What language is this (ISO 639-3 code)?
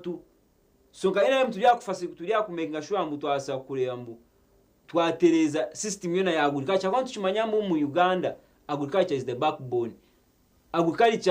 nyn